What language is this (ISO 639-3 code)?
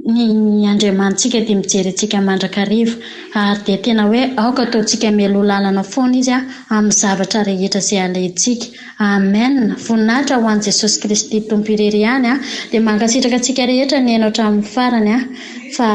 mlg